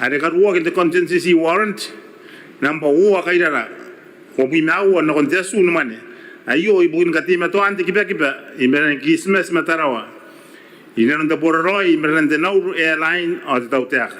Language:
Gilbertese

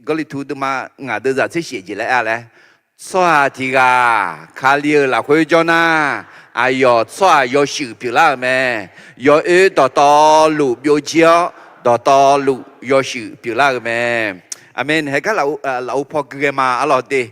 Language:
Akha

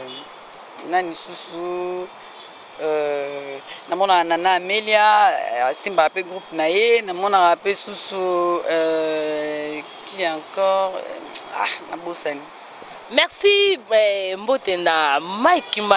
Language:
Lingala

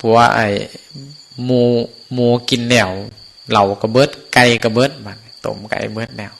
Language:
Northeastern Thai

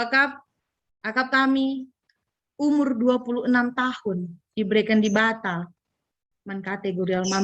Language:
Batak Karo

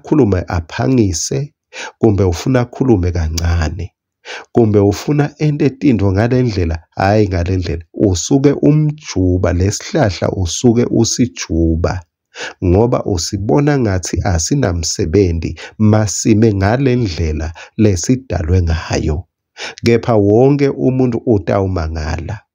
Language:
Swati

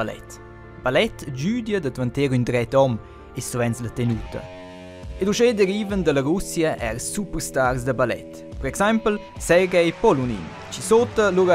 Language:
Romansh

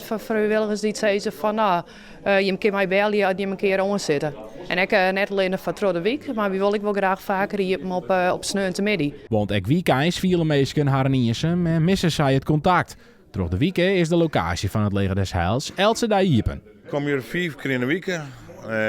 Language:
Western Frisian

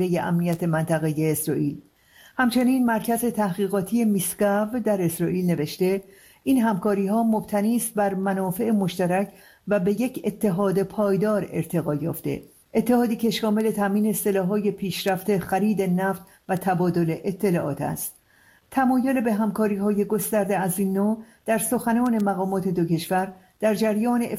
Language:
Persian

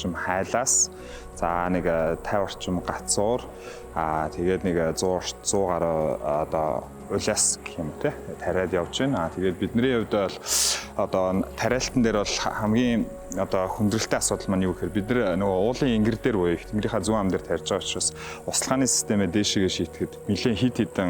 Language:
Mongolian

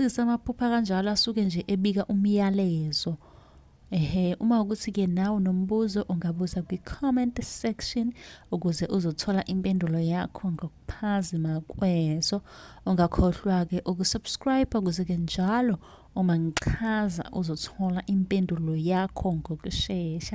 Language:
Zulu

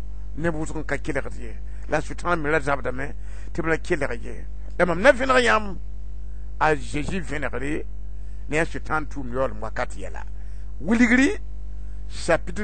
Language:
Mossi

